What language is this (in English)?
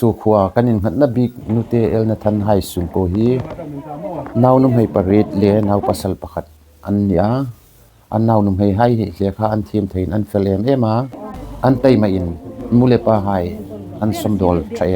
Hmar